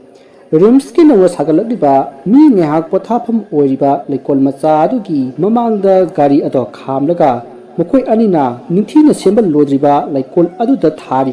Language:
Manipuri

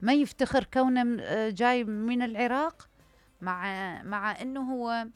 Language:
Mesopotamian Arabic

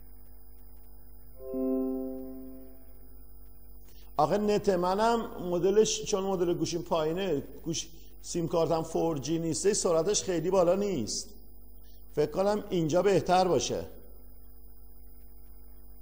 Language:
Persian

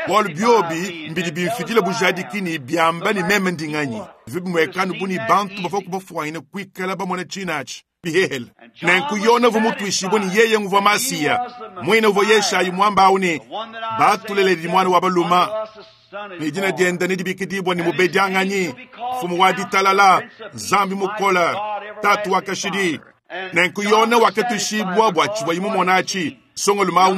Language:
Luba-Lulua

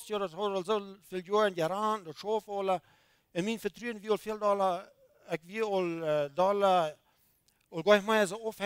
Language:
Plautdietsch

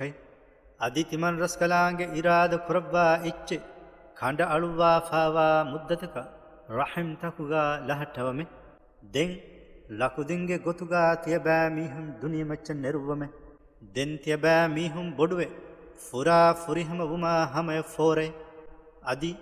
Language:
Divehi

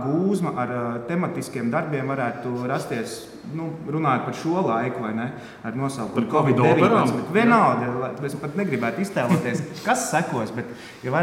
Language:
Latvian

